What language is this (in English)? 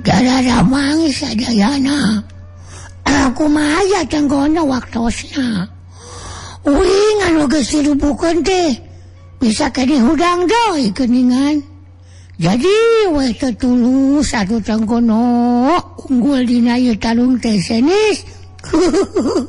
Sundanese